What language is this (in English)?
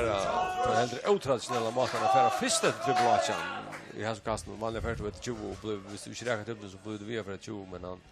Faroese